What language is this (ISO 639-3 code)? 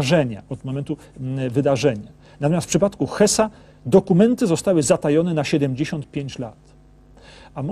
pol